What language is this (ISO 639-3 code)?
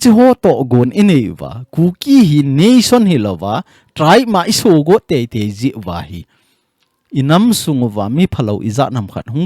tcz